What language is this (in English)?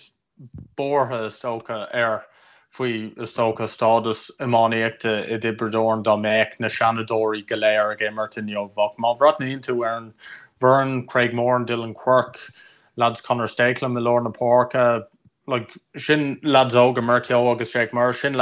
Irish